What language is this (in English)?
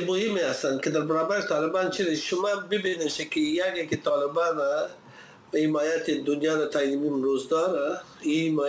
Persian